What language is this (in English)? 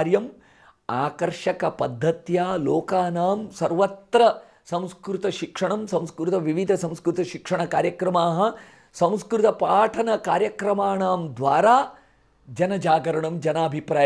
Sanskrit